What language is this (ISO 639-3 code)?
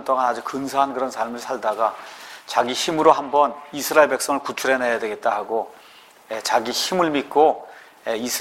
kor